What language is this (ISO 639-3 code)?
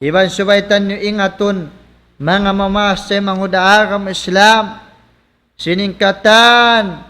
tsg